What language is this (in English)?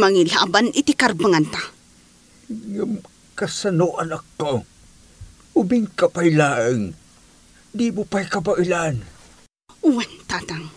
Iloko